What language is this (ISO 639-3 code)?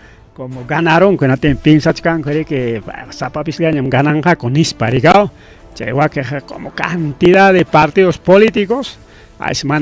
quy